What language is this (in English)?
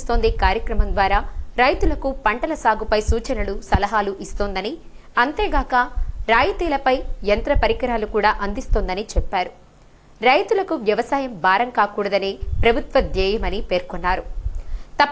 Telugu